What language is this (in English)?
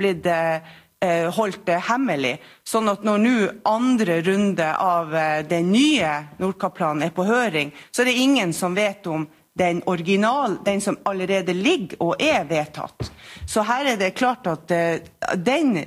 Norwegian